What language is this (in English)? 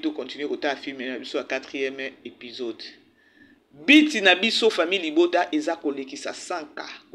Lingala